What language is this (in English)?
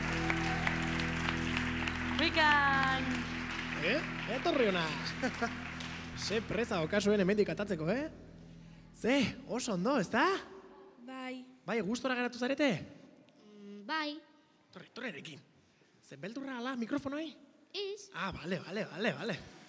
Basque